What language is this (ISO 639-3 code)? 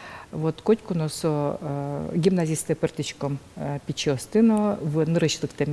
udm